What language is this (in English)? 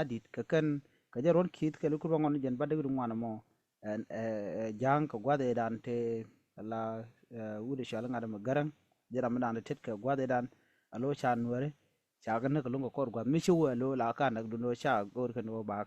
Nuer